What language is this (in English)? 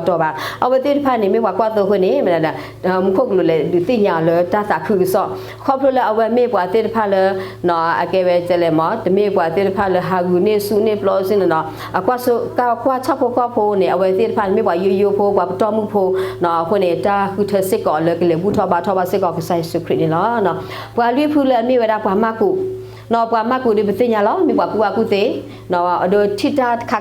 S'gaw Karen